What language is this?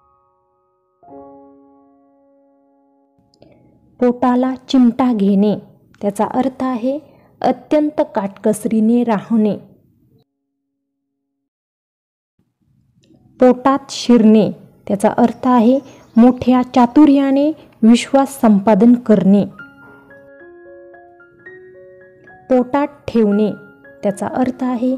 Marathi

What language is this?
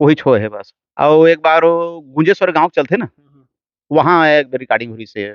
Chhattisgarhi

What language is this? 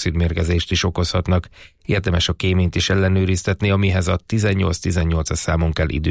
Hungarian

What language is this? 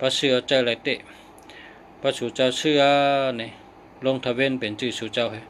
Shan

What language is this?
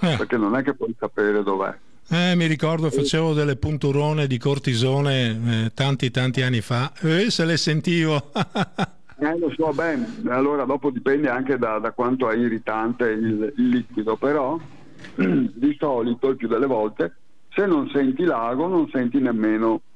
Italian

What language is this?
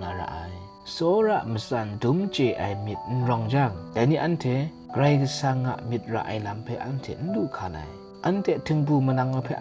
Kachin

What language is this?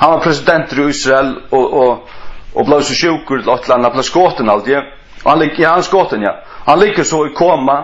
Faroese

